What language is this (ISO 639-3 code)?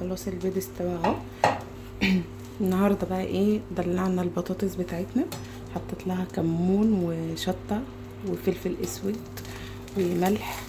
arz